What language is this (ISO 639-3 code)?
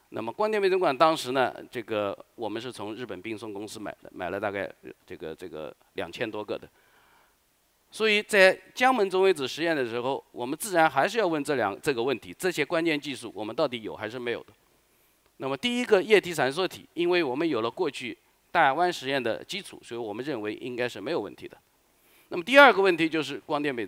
zho